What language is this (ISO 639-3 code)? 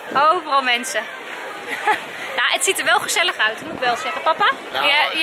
nld